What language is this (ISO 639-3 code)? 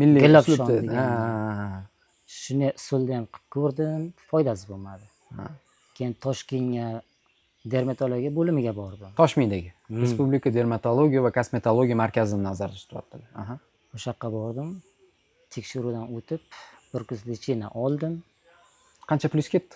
uzb